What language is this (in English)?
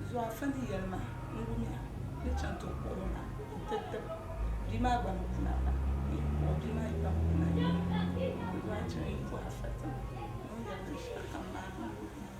Dagbani